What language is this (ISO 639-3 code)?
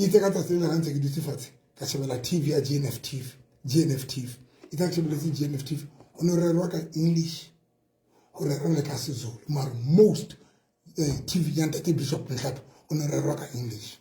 sot